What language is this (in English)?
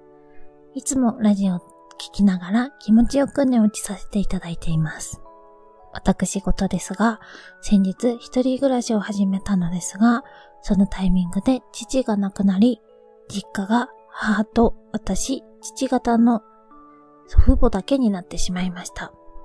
Japanese